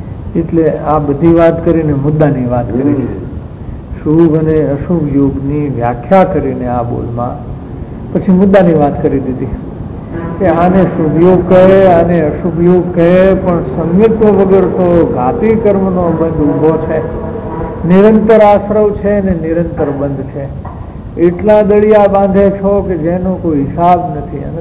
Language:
Gujarati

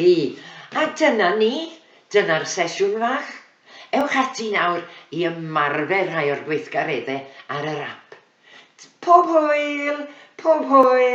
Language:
Welsh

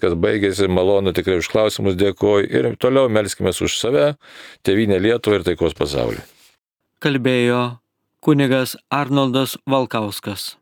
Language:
Lithuanian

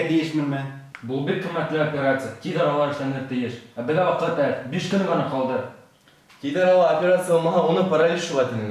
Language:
Bashkir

